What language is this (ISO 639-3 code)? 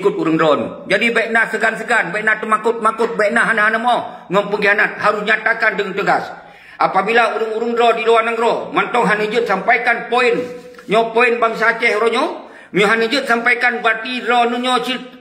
ace